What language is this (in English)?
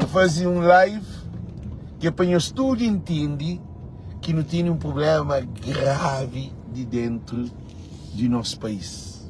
Kabuverdianu